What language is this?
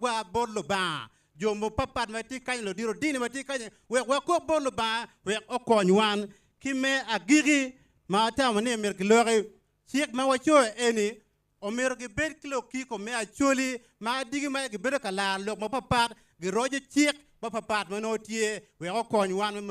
Acoli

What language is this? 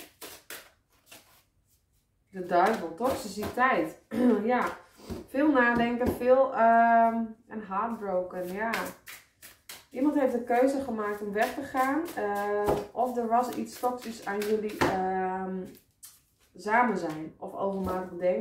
Dutch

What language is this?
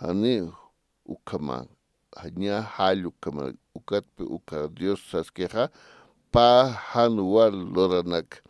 Aymara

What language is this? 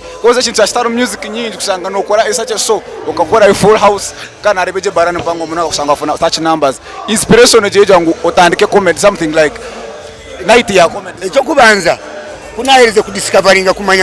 Nyankole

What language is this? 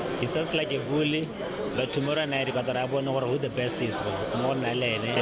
Tswana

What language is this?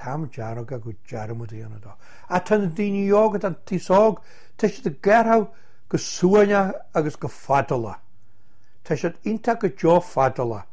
Irish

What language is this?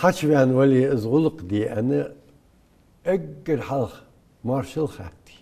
Ingush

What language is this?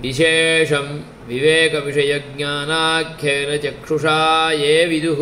Sanskrit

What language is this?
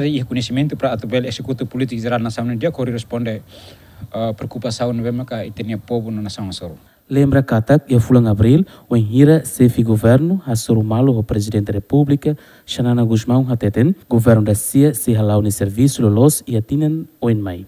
Tetum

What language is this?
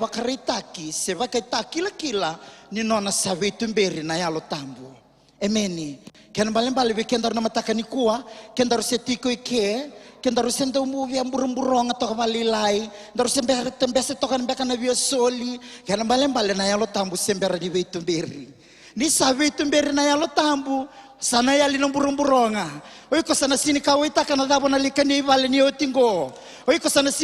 Fijian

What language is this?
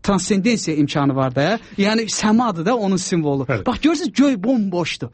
Azerbaijani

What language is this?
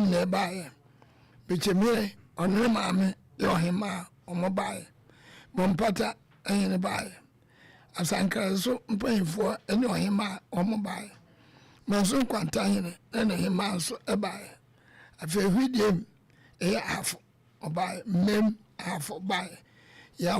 Akan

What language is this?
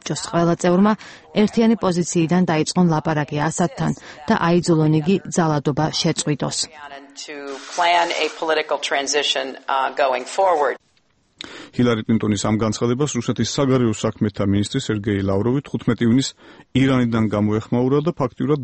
Georgian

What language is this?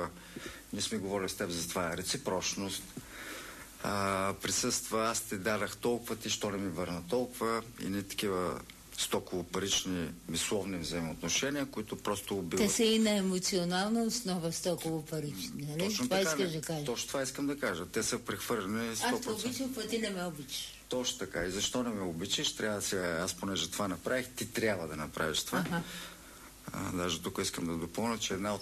Bulgarian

